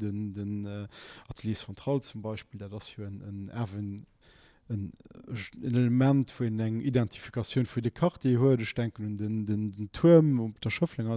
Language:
Luxembourgish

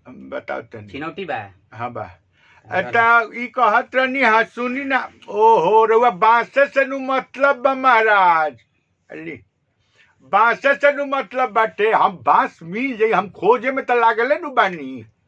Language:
Bhojpuri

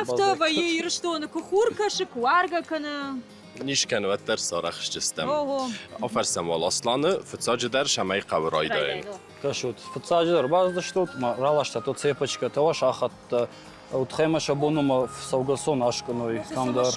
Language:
Ossetic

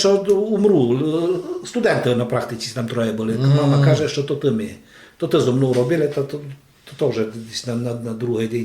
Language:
Rusyn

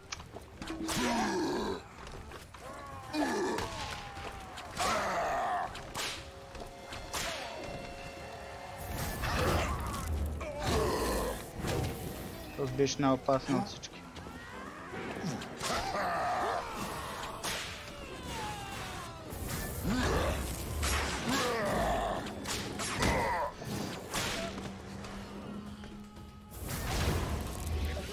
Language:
Bulgarian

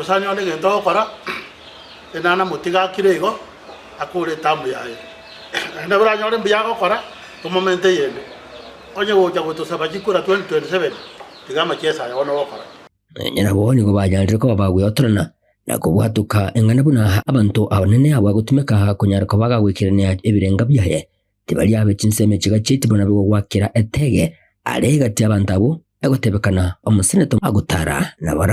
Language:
Gusii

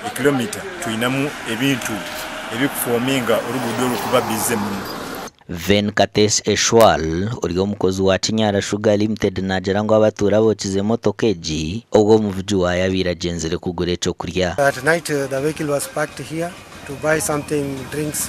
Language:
Nyankole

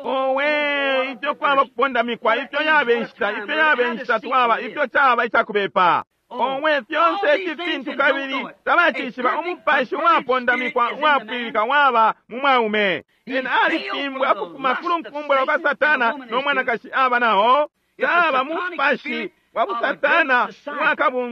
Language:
Bemba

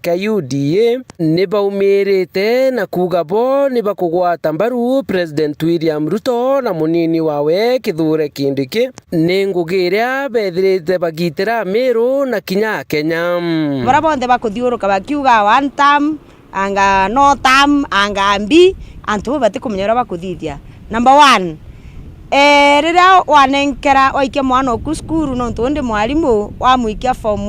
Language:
Meru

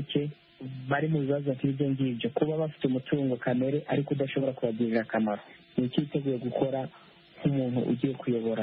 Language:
Kinyarwanda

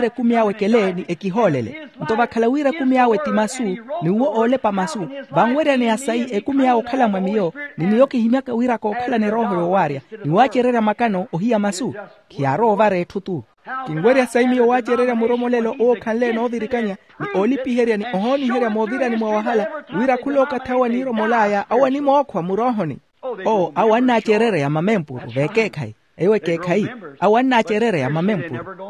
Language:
Makhuwa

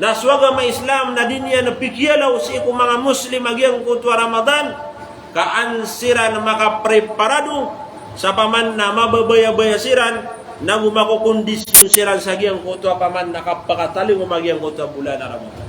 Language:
Maranao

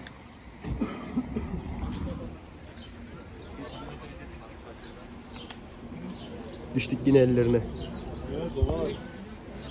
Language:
Turkish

